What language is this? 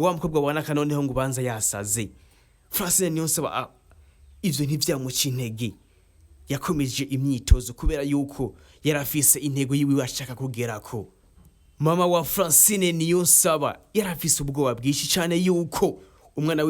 Rundi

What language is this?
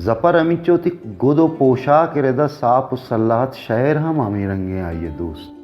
Baluchi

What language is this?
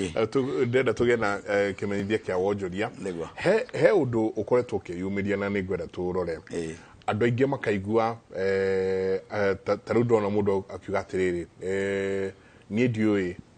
Kikuyu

